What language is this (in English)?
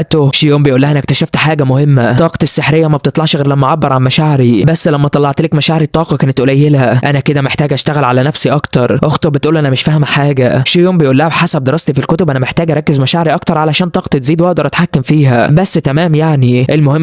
Egyptian Arabic